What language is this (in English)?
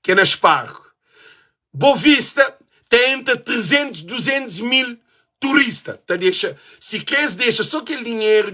Kabuverdianu